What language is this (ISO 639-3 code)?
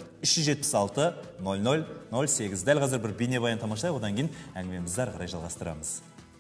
kaz